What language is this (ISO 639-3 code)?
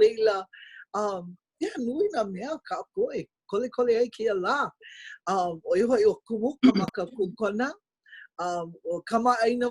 haw